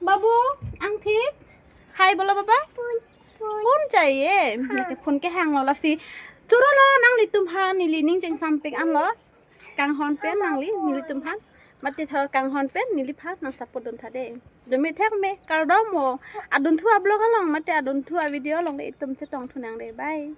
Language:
Karbi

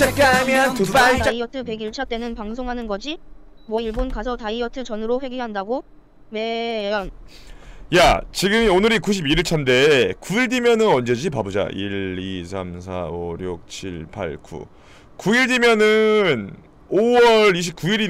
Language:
Korean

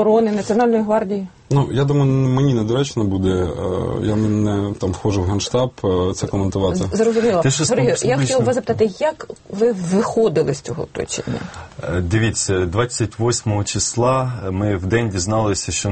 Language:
Ukrainian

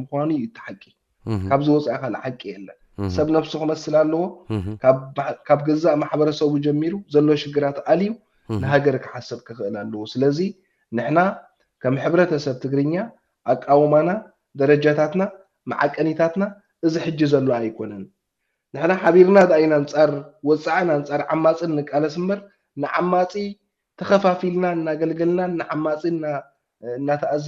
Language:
Tigrinya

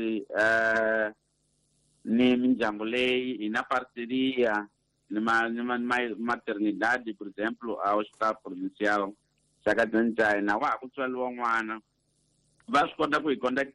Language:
Tsonga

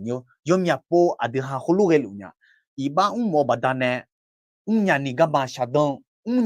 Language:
Akha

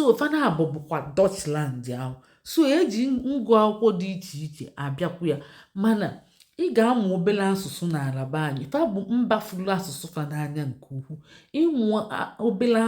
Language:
Igbo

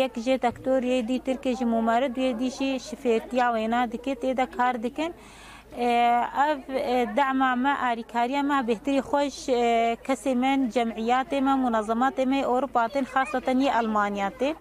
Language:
Kurdish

